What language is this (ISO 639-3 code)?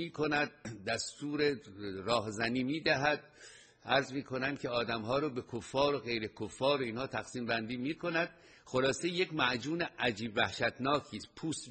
fas